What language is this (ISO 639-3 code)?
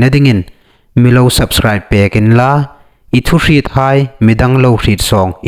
hmr